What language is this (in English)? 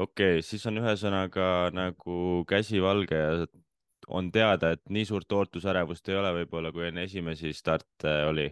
Estonian